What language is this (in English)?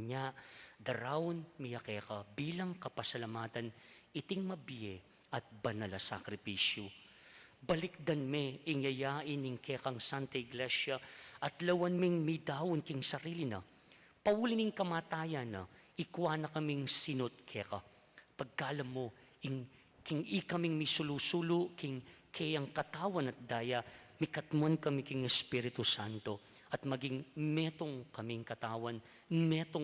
Pampanga